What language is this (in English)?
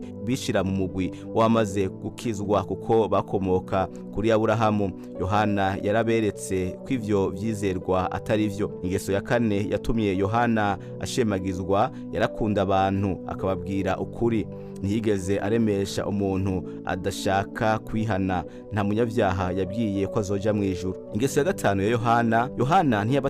Rundi